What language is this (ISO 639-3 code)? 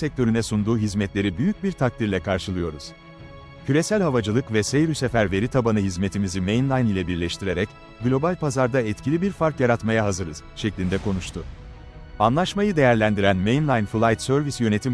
tur